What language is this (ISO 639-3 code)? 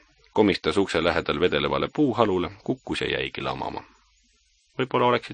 est